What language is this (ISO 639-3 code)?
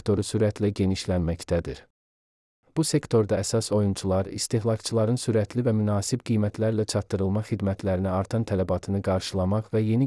aze